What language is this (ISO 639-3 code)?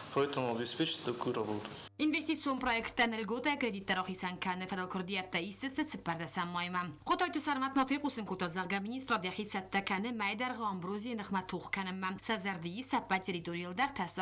oss